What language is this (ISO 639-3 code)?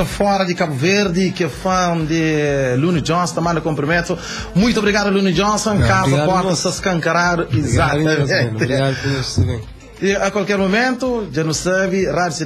kea